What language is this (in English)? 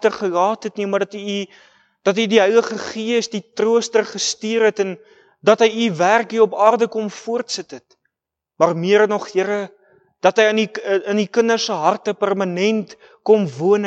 Afrikaans